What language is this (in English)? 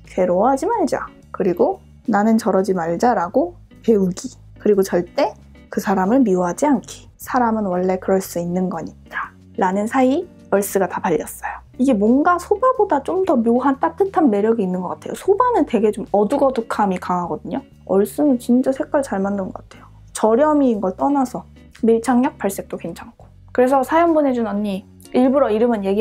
Korean